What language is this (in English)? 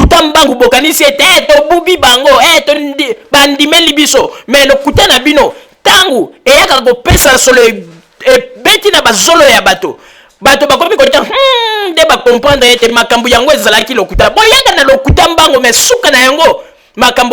Lingala